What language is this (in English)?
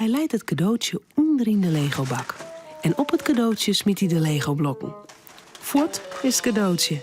Western Frisian